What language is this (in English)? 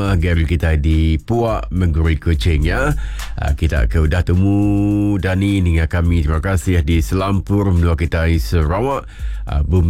Iban